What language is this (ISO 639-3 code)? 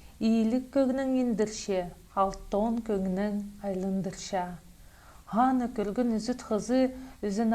kjh